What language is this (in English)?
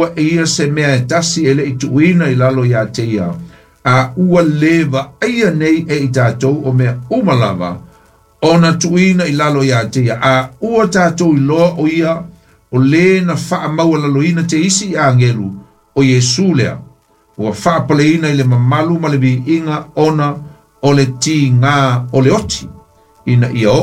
Samoan